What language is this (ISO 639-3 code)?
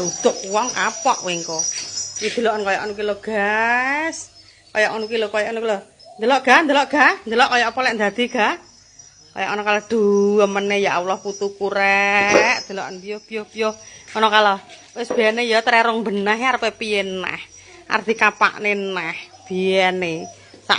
jav